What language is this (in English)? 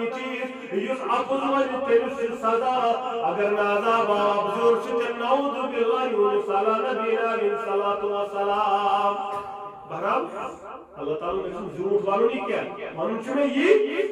Kashmiri